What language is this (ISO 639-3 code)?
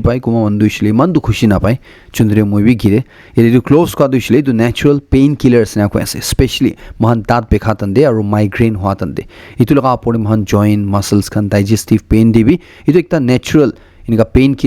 nag